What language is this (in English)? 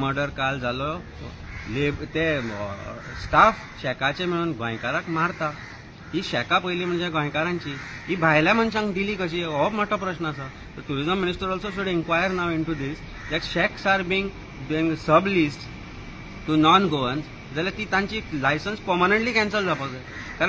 Konkani